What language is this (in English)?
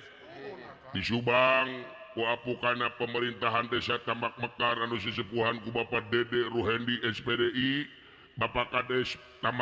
Sundanese